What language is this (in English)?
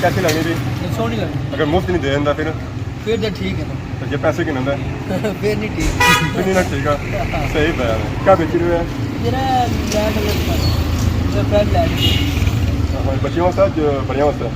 Pahari-Potwari